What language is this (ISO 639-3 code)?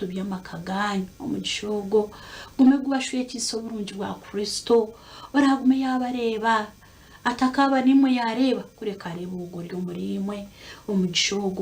nyn